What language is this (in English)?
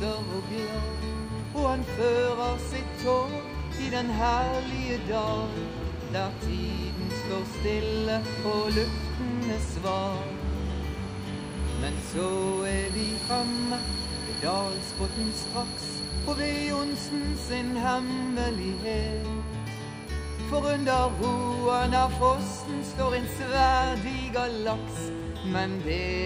Norwegian